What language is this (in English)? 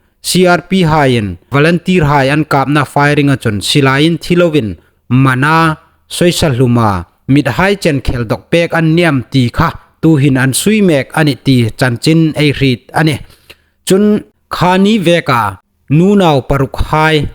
Hmar